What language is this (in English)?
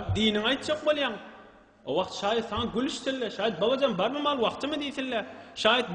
Turkmen